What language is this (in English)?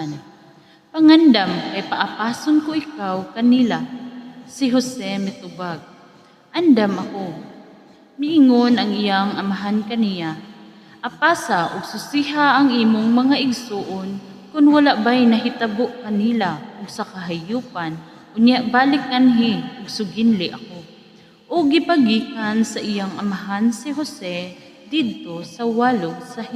Cebuano